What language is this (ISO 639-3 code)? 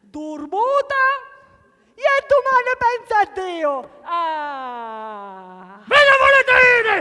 scn